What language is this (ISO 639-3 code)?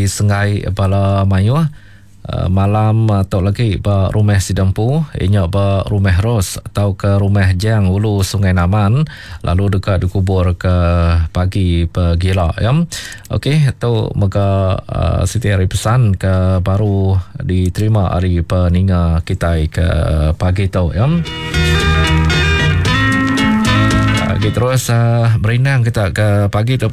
msa